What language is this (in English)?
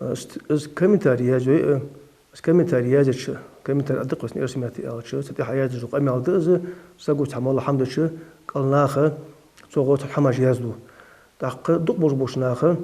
Ingush